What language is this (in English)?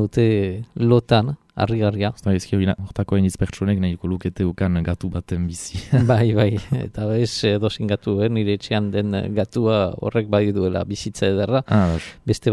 Basque